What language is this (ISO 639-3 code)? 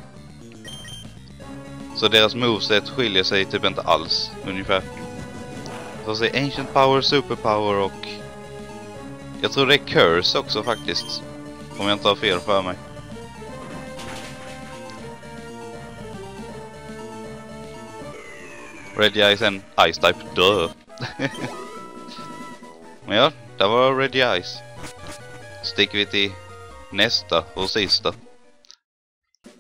swe